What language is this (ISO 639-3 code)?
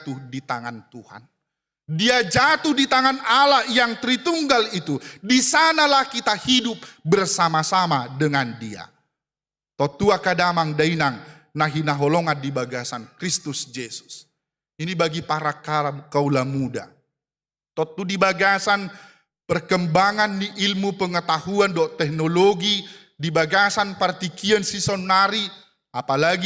bbc